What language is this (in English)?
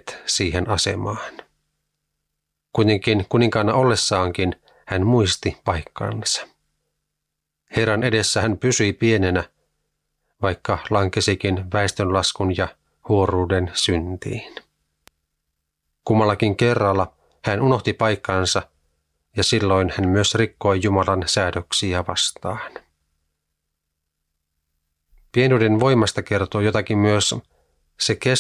Finnish